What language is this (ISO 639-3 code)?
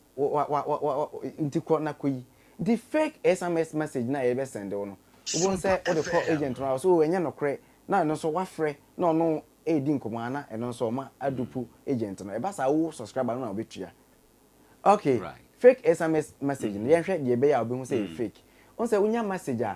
aka